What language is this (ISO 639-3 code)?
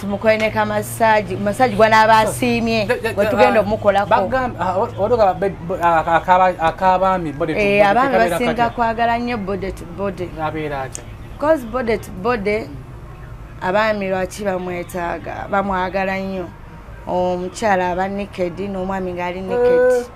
lug